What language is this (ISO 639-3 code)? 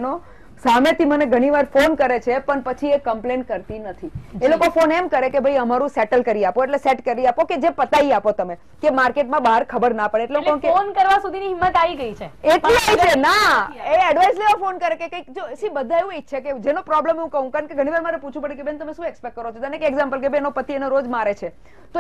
guj